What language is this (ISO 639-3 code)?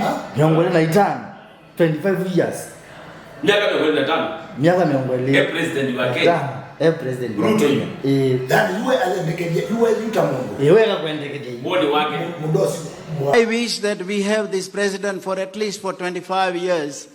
kam